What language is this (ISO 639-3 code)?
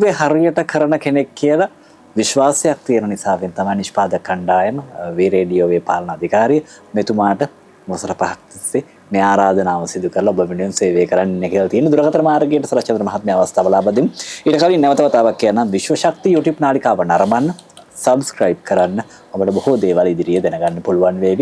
sin